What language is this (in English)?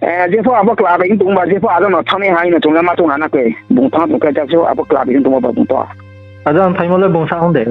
Riang (India)